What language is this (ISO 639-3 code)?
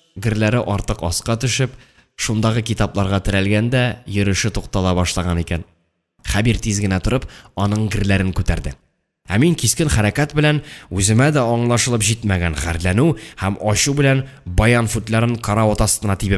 tat